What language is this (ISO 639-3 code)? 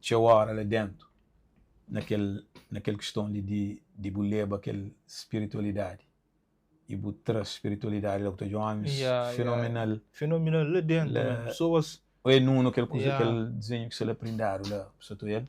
kea